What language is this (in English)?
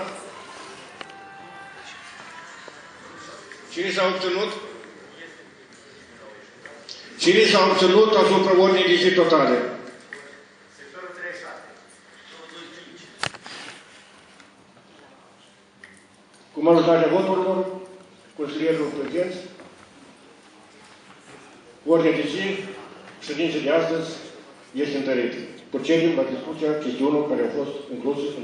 Romanian